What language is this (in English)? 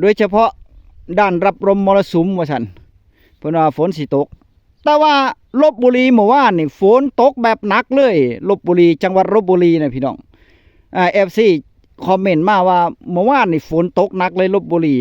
Northeastern Thai